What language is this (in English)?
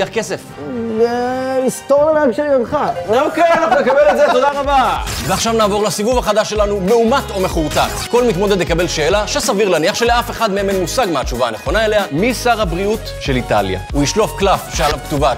Hebrew